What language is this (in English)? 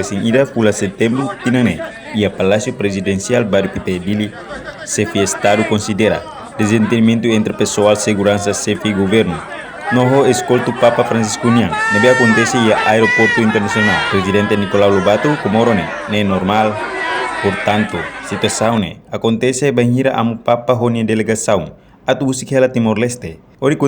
Tetum